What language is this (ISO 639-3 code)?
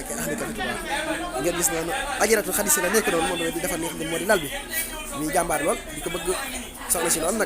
wol